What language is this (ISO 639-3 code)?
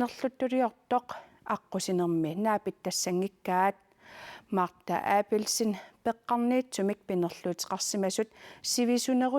kal